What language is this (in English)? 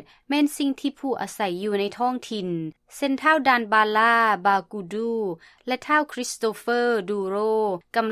Lao